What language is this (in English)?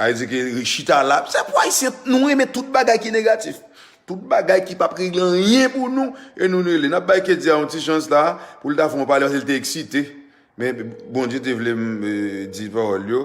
Haitian Creole